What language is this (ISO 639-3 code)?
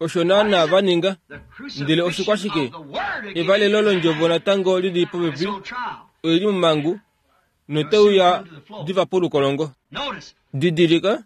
kua